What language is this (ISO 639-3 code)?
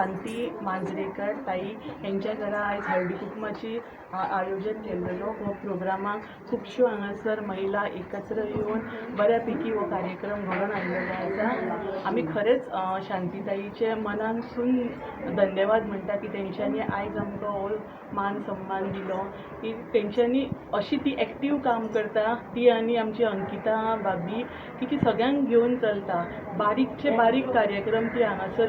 kok